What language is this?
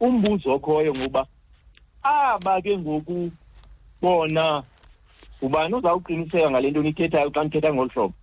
Xhosa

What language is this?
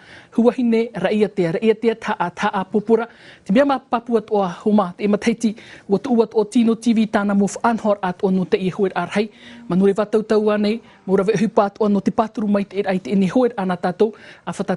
Tahitian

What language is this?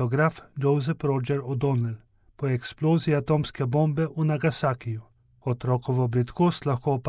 Slovenian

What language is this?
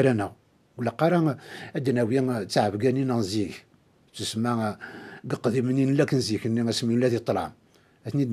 Kabyle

